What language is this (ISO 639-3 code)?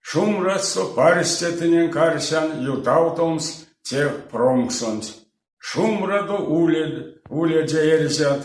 myv